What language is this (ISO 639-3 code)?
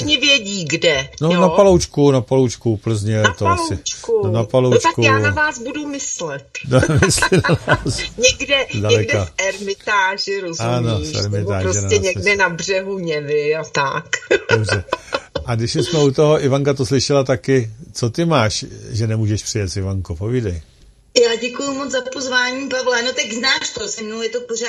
ces